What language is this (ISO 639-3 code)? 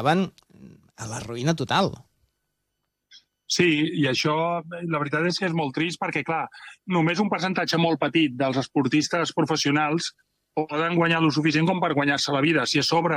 cat